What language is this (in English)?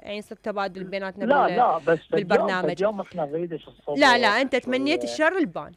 Mesopotamian Arabic